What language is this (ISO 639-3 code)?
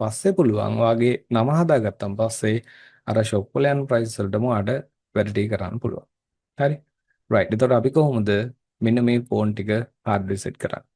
sin